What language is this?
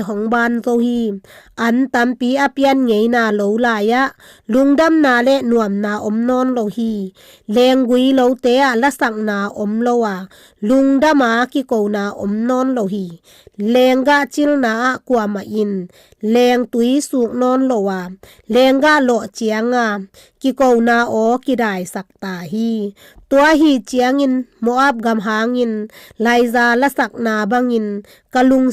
Tedim Chin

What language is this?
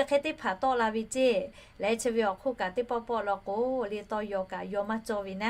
Lahu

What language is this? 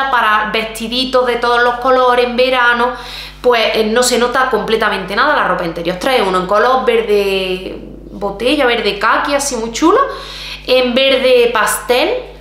Spanish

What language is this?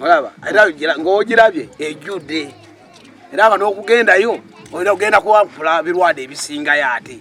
Ganda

